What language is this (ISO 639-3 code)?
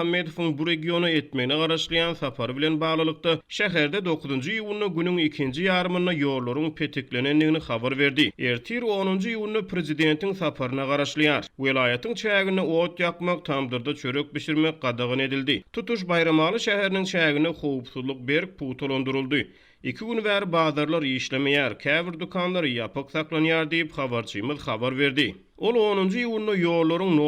tuk